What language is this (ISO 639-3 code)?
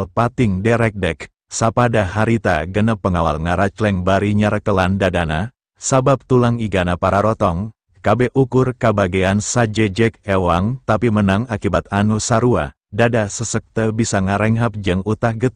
sun